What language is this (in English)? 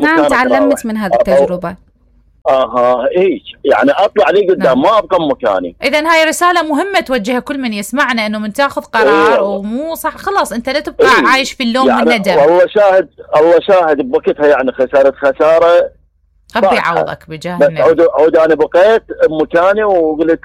Mesopotamian Arabic